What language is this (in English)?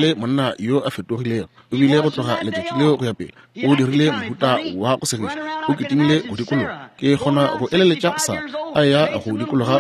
Northern Sotho